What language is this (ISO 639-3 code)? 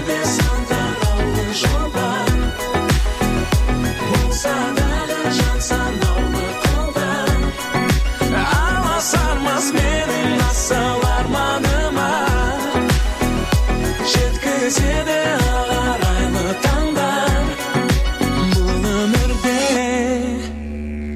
kaz